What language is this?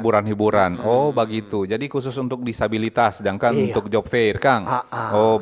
Manado Malay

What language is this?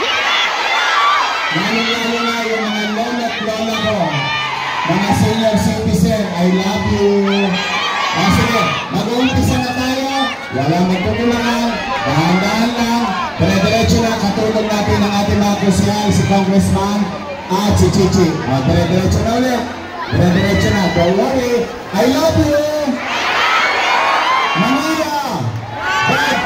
Filipino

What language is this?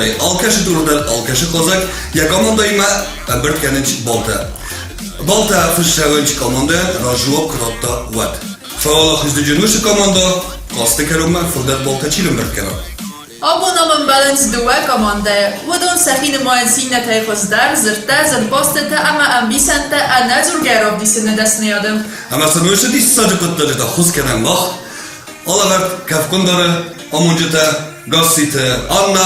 Ossetic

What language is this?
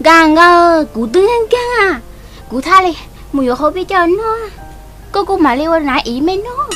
Hmong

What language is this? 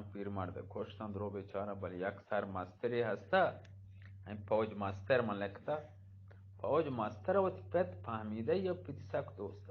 Eastern Balochi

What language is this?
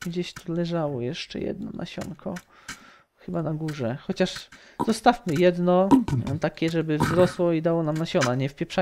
Polish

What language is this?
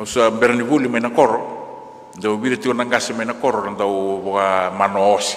Fijian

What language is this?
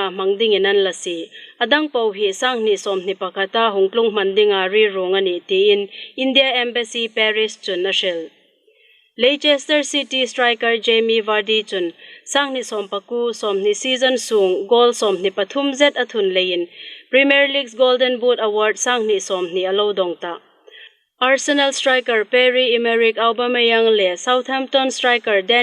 Hmar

